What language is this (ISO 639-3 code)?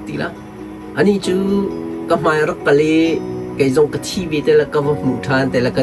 cnh